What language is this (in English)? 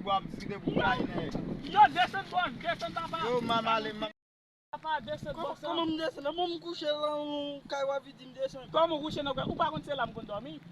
Haitian Creole